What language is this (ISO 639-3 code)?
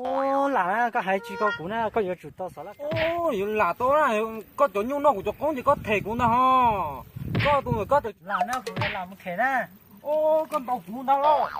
hmn